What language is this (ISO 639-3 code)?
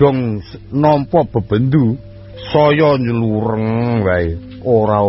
jav